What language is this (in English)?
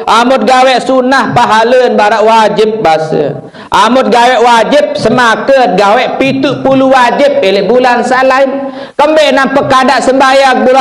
Sasak